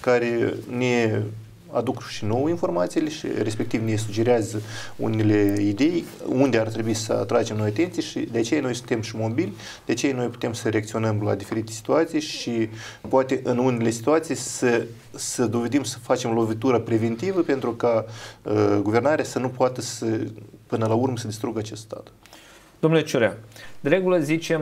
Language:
Romanian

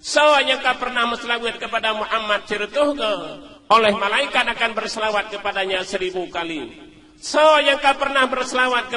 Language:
Achinese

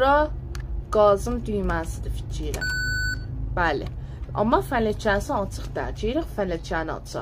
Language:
South Azerbaijani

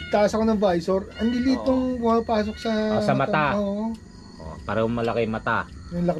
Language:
Filipino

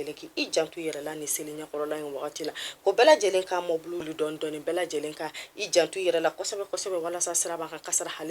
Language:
Bambara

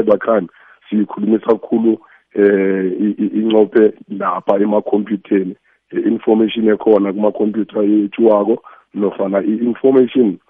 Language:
South Ndebele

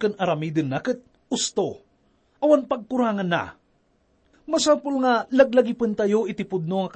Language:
Iloko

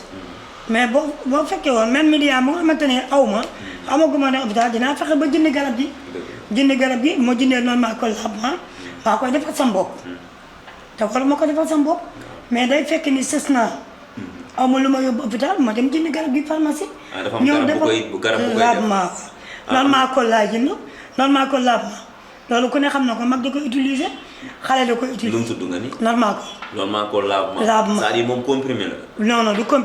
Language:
Wolof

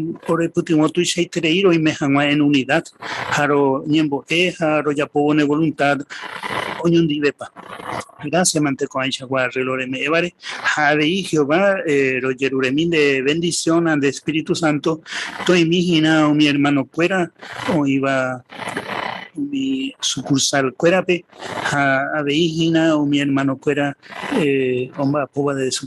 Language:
Guarani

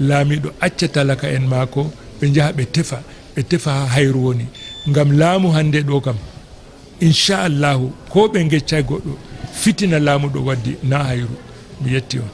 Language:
Fula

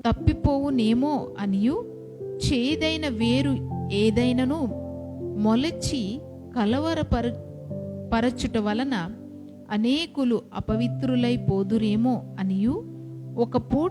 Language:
Koya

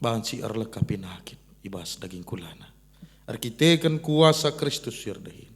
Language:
Batak Karo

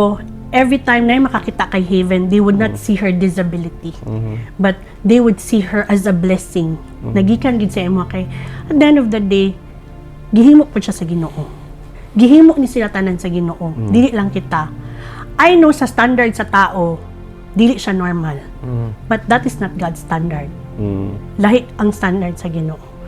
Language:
Cebuano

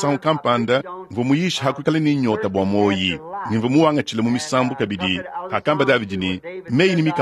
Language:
Luba-Lulua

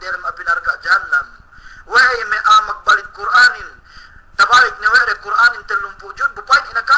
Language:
Yakan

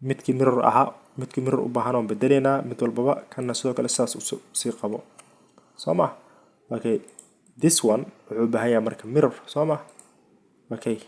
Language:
Somali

